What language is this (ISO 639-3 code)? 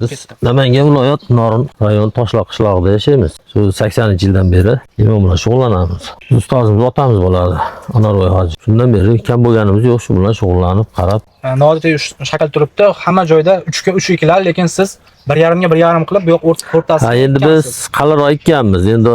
uzb